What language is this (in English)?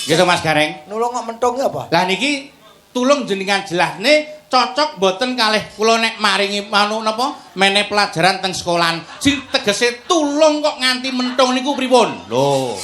Javanese